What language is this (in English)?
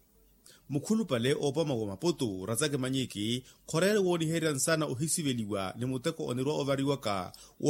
Makhuwa